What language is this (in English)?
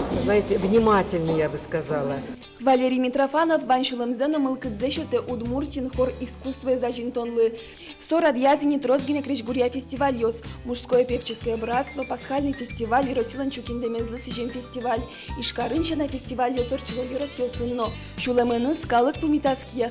Udmurt